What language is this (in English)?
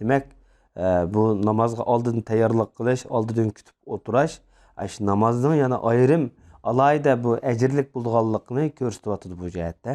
Uyghur